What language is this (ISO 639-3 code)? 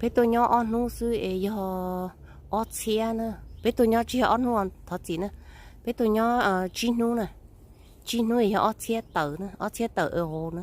hmn